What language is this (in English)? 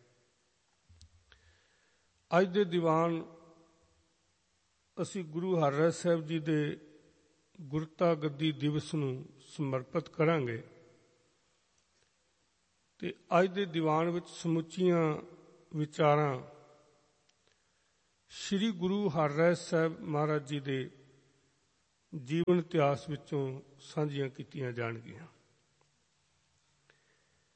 Punjabi